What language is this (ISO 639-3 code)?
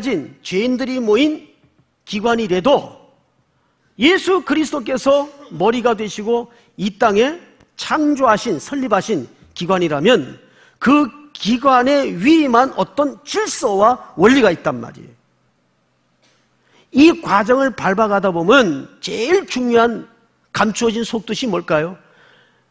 kor